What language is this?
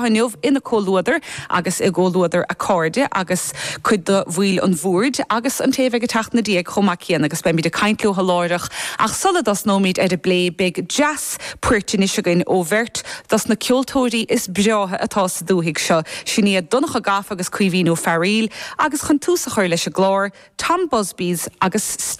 Irish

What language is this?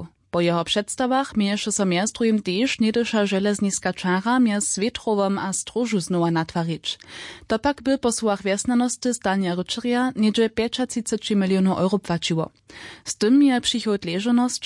Upper Sorbian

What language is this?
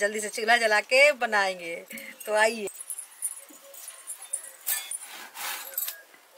Hindi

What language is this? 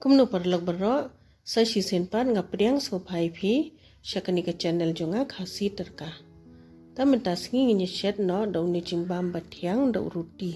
Khasi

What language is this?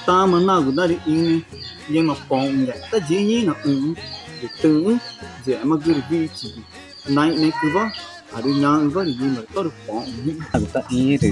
Ticuna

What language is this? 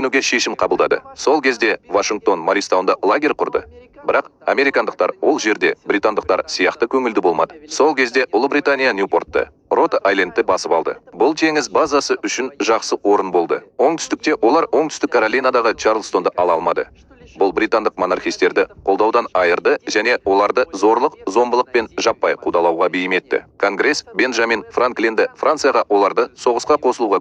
Kazakh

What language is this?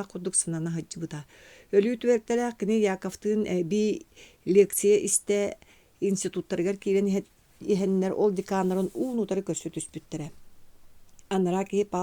Yakut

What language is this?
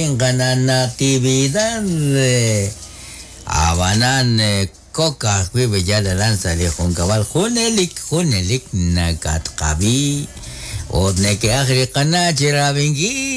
Kekchí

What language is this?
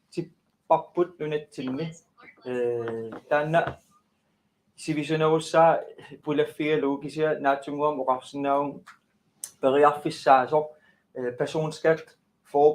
Kalaallisut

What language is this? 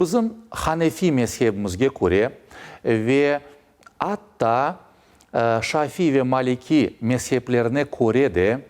Crimean Tatar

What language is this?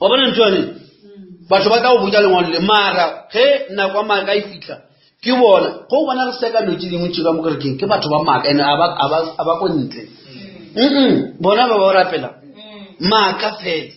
Northern Sotho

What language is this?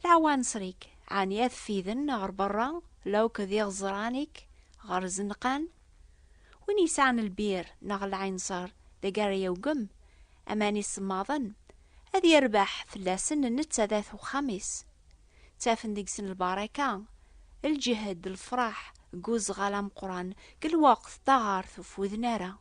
Kabyle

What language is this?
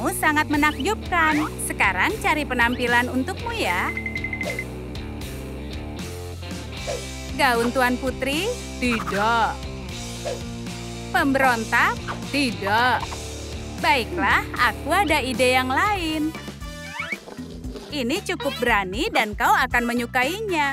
Indonesian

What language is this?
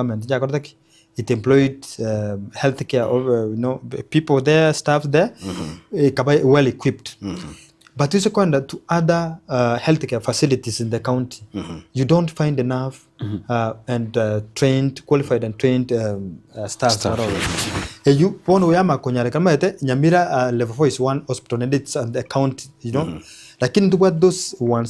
Gusii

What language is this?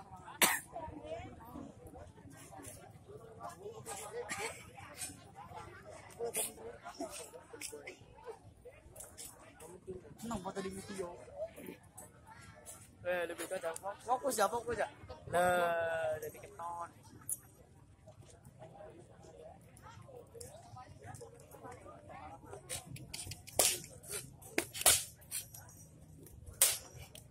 Indonesian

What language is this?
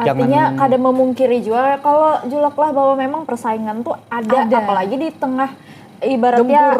Banjar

